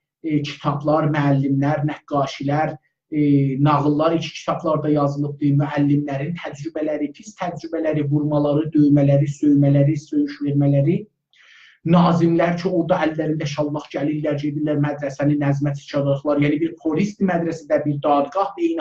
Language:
South Azerbaijani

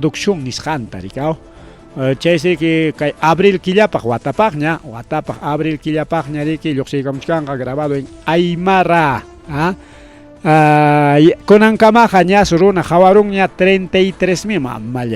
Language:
Ayacucho Quechua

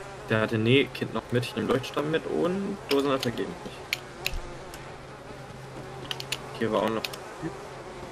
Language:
German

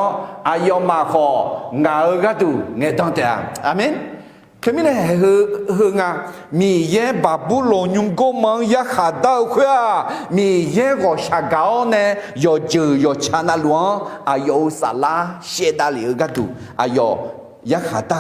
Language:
Akha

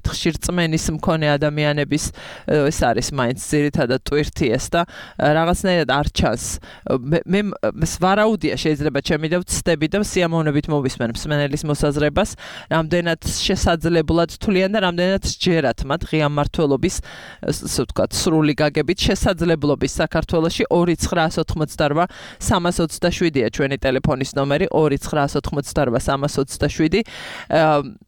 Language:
Georgian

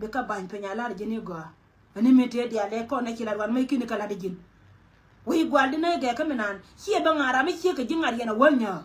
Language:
Nuer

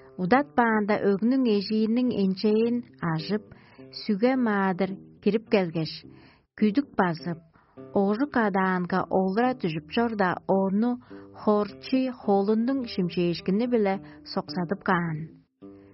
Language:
Tuvinian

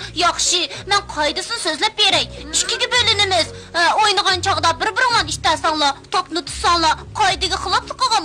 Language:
Uyghur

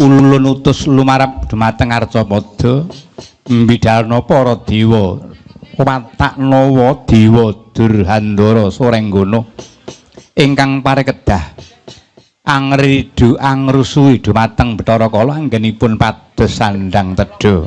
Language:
Javanese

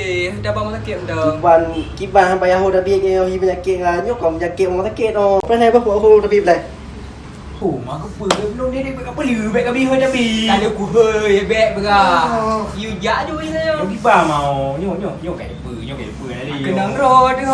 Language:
Achinese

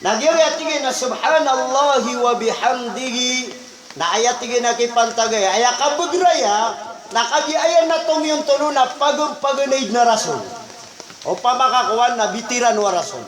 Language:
Maranao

